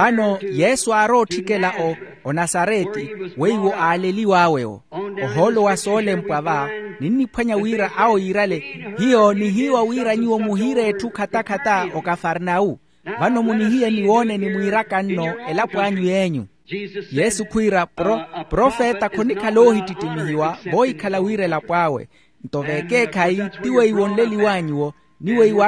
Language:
Makhuwa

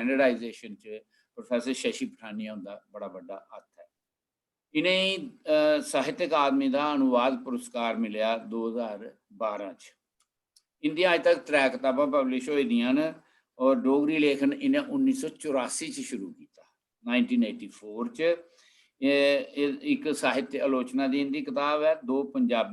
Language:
Dogri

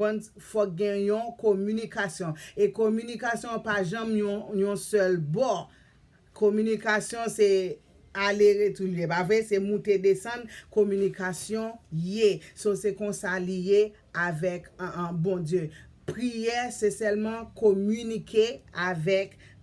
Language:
Haitian Creole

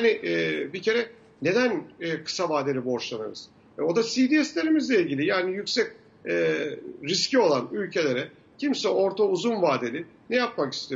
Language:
Turkish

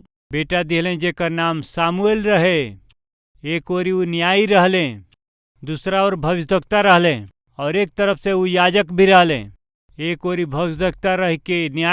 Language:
Bhojpuri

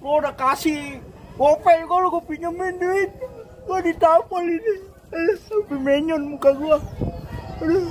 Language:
Betawi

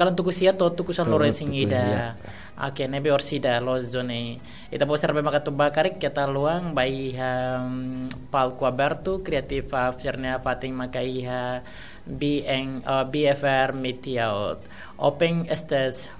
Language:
Tetum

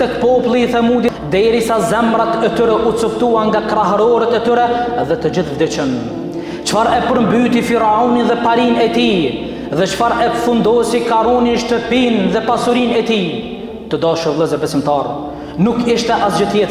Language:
Albanian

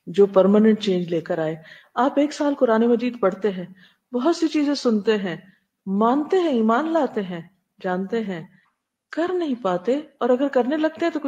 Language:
Urdu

